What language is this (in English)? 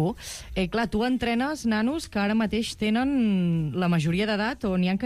Catalan